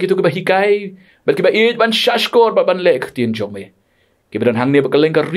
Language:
Khasi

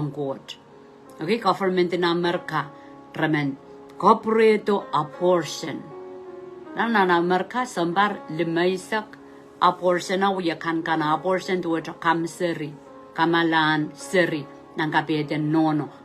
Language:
Pohnpeian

